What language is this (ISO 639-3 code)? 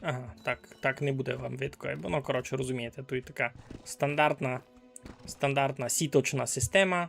rue